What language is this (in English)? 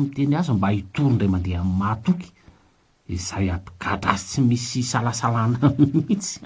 Malagasy